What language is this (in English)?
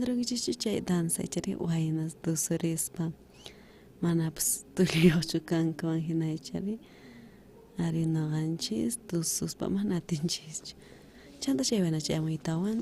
South Bolivian Quechua